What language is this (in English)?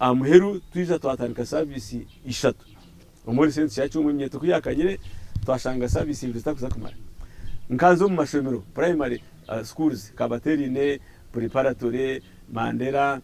Nyankole